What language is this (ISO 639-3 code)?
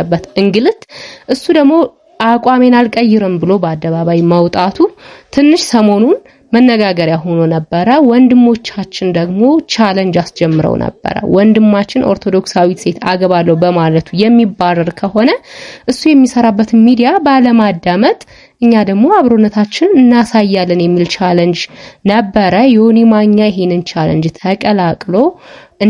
amh